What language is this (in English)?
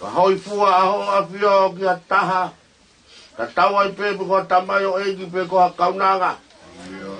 Tongan